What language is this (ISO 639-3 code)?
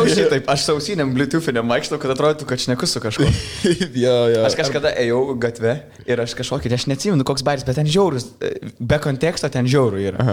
lit